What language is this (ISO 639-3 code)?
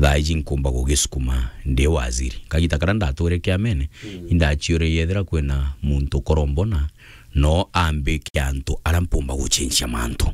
mer